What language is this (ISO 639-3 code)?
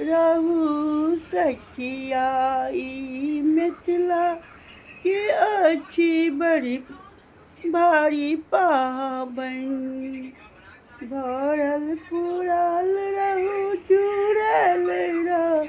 mai